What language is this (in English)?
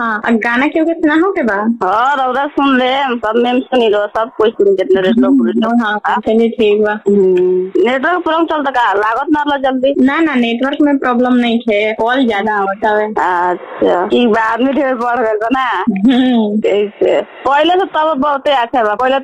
Bhojpuri